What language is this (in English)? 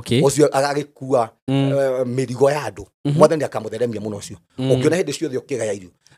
Kikuyu